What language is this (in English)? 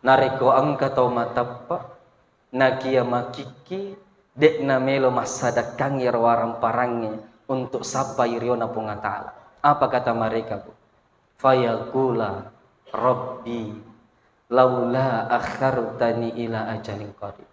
Buginese